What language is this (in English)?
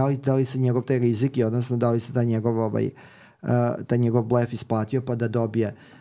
Serbian